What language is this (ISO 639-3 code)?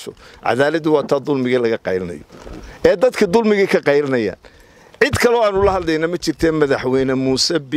som